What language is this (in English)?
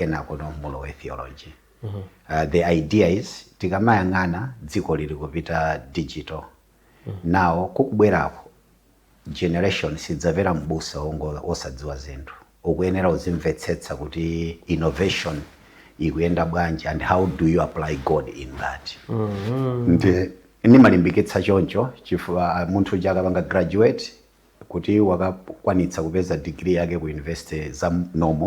Nyanja